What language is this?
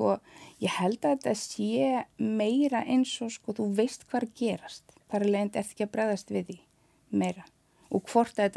Icelandic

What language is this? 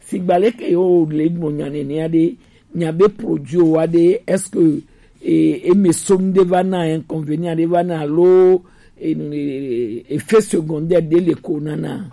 Gen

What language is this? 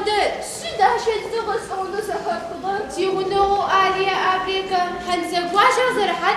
Adyghe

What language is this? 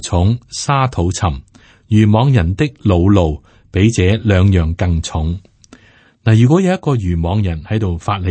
Cantonese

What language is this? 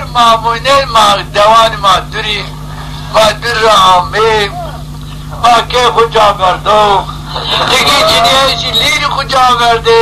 Zaza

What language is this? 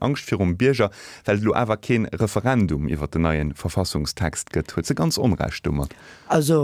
Luxembourgish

